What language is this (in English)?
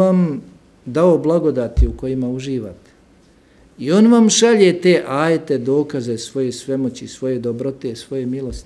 Bosnian